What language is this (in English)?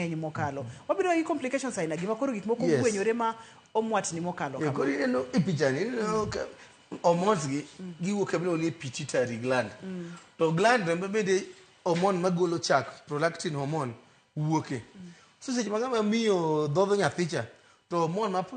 Luo (Kenya and Tanzania)